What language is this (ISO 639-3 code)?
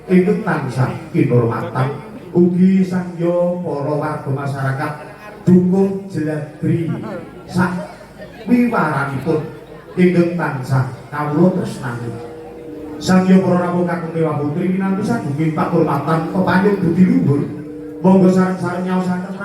jav